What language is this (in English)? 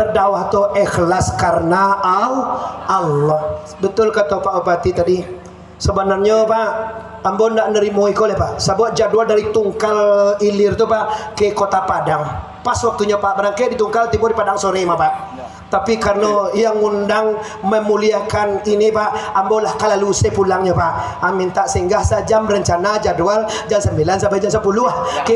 Minangkabau